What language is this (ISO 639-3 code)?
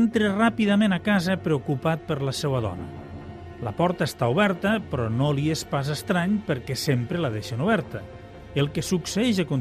cat